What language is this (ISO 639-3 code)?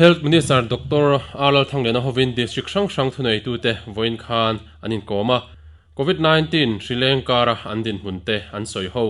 lus